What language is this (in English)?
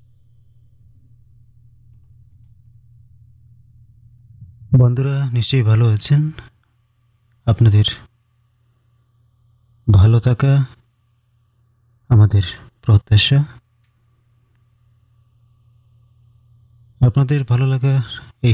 Bangla